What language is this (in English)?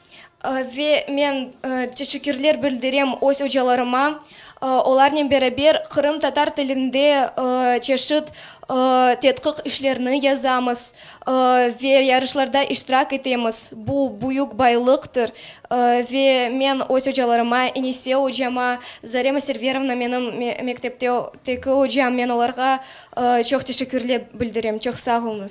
Crimean Tatar